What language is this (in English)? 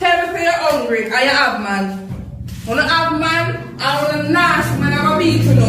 Jamaican Creole English